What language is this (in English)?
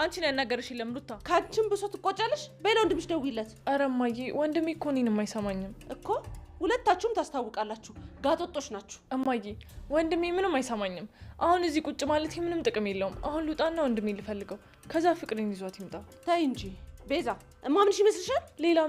Amharic